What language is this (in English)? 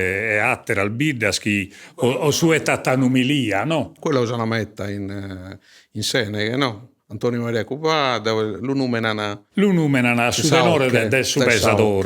Sardinian